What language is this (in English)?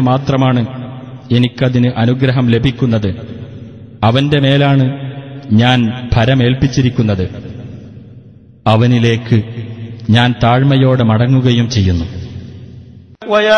Malayalam